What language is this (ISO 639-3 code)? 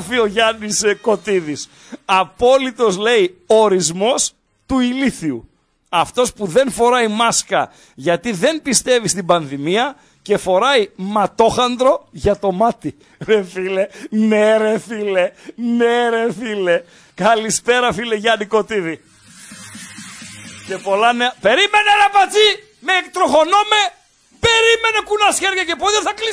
ell